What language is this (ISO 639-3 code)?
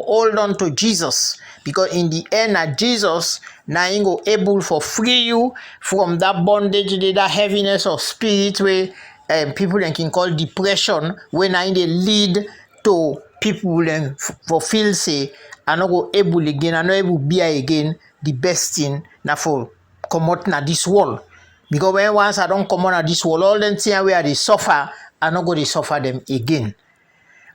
kri